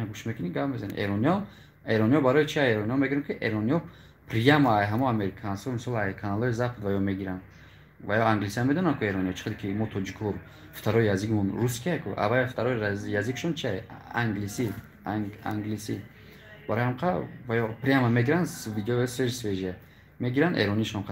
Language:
Tajik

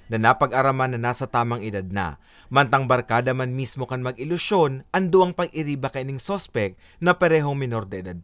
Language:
Bikol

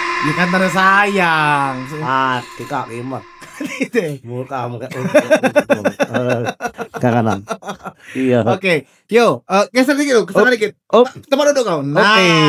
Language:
Musi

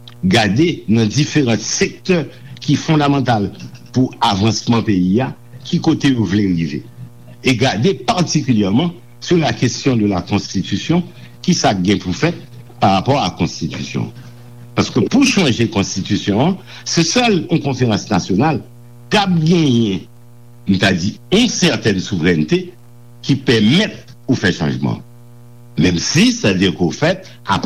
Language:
Haitian Creole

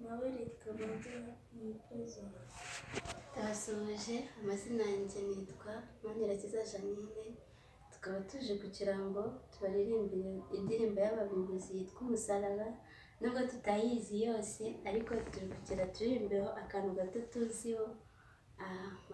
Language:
Kinyarwanda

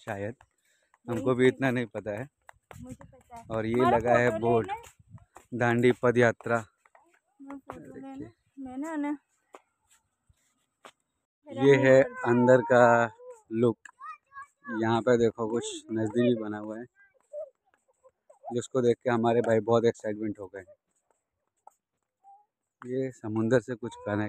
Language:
Hindi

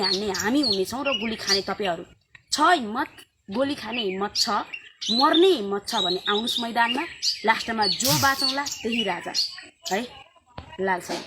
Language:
Nepali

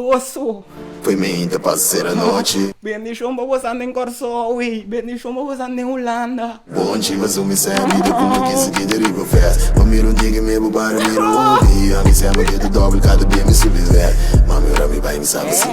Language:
Papiamento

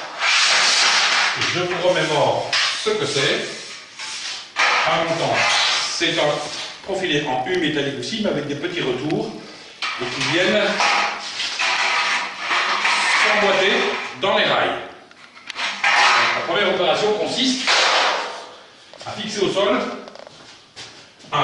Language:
French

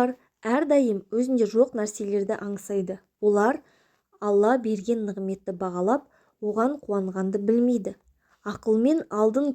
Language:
Kazakh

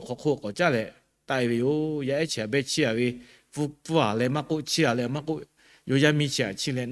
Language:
Lahu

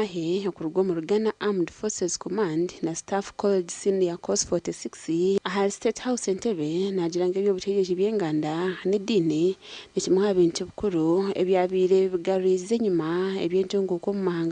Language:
Nyankole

